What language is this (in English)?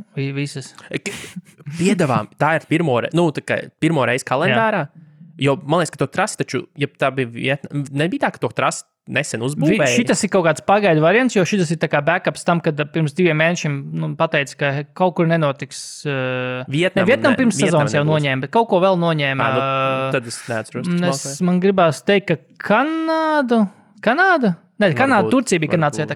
Latvian